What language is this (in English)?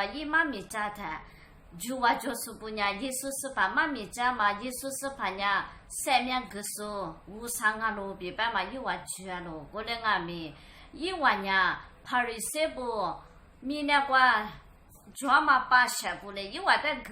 Lisu